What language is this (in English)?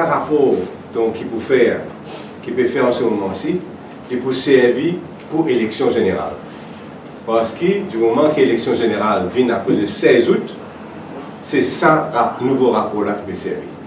Morisyen